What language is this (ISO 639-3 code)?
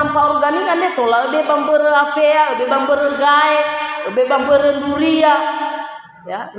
nia